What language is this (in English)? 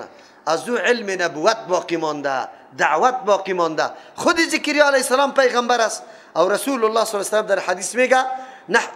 Persian